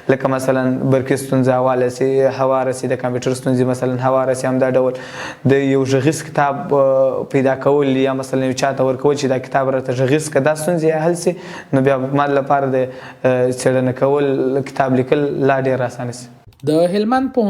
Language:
Pashto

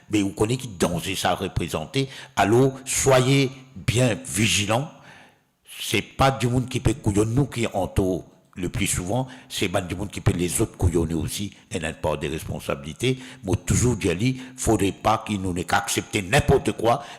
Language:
Morisyen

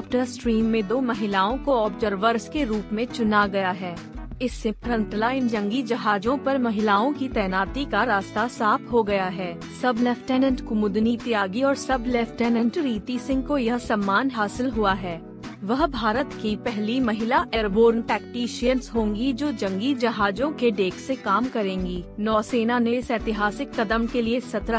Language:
Hindi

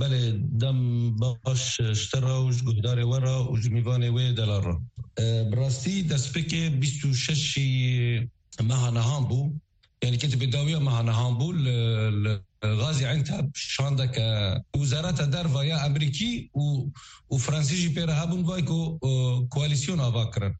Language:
Kurdish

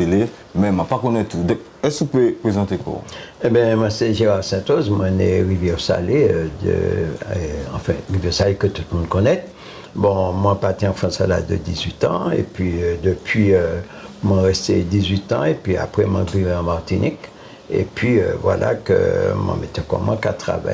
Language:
Guadeloupean Creole French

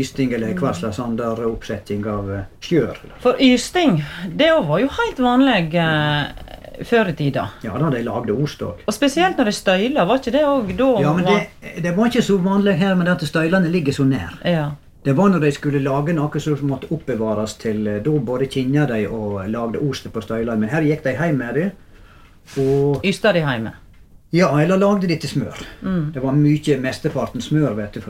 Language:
Norwegian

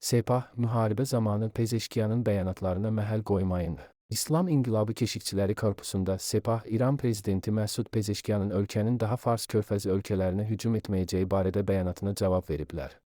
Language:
Azerbaijani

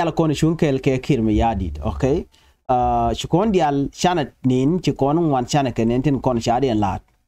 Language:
Nuer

